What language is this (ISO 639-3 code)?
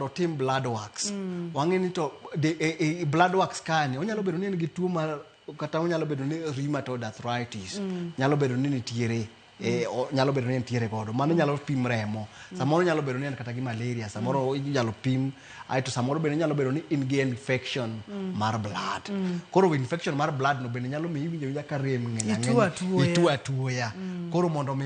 luo